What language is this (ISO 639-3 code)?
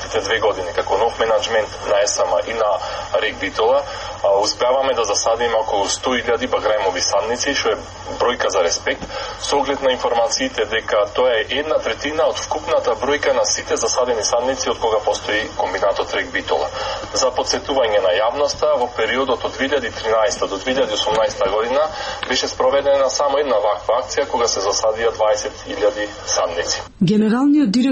mkd